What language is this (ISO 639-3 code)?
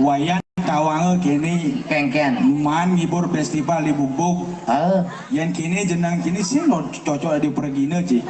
ban